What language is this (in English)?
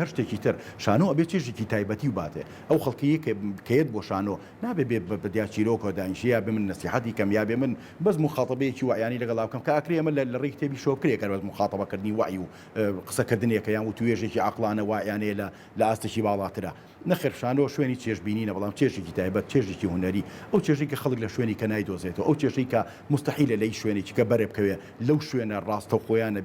Central Kurdish